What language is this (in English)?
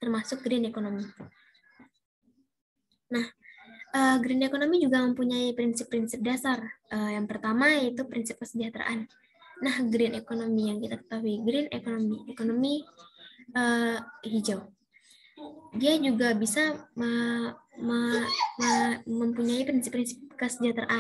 Indonesian